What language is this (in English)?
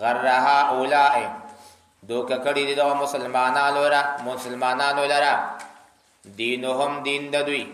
Pashto